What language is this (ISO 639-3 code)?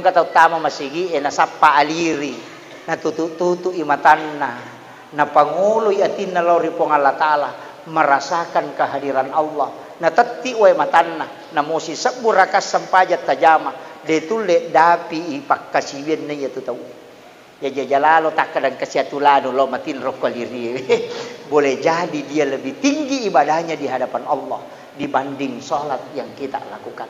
bug